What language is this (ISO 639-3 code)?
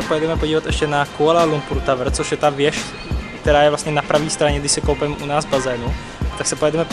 ces